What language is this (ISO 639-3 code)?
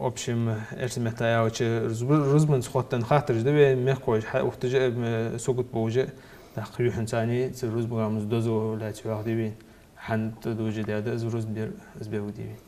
inh